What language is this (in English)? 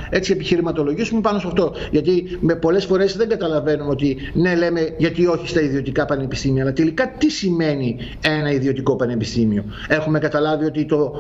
Greek